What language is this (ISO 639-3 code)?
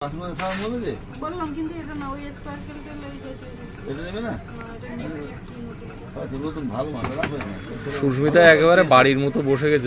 ben